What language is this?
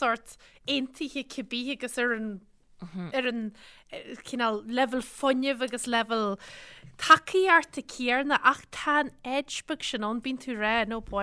Irish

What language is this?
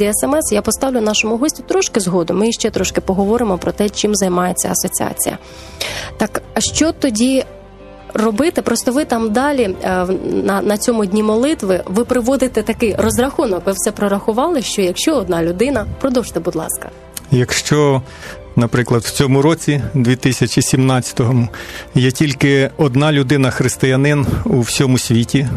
Ukrainian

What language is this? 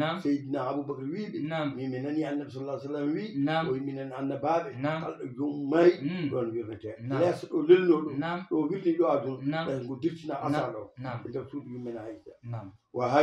Fula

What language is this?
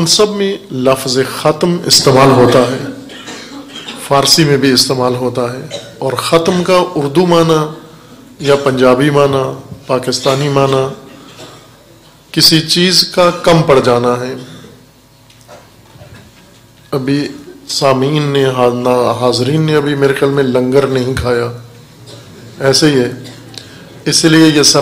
Urdu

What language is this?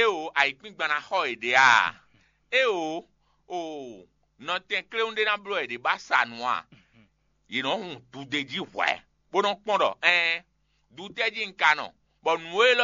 Fon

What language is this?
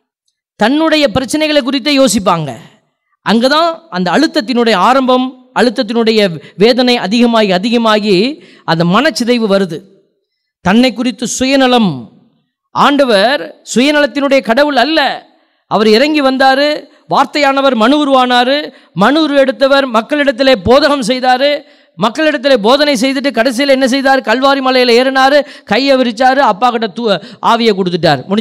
Tamil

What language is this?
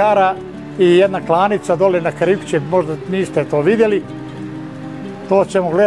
Serbian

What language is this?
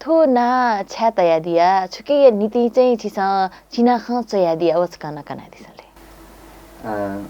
Newari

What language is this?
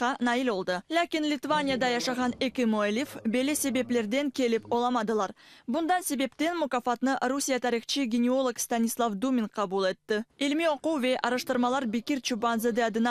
Crimean Tatar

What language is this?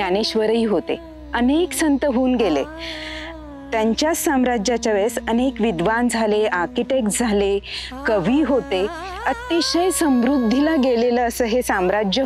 Marathi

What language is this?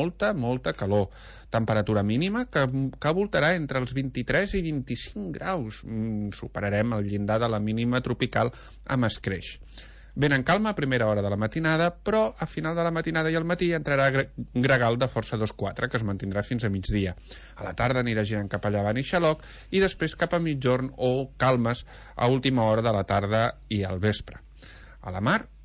Catalan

